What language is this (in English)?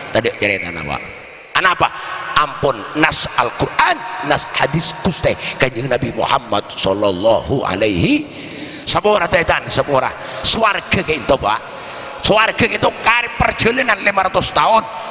Madurese